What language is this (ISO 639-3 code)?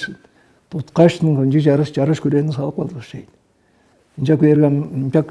tyv